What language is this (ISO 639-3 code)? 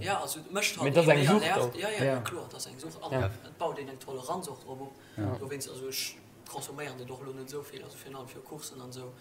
ltz